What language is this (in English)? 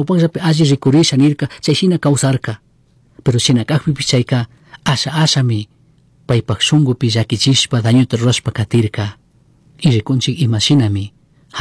Chimborazo Highland Quichua